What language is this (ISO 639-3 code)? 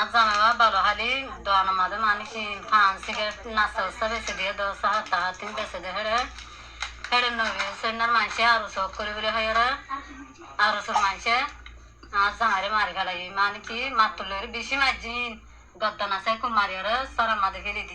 rhg